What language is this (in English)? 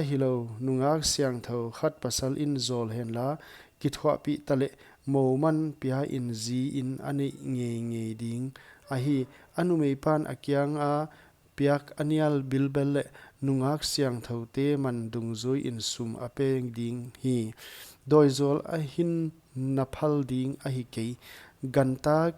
Paite Chin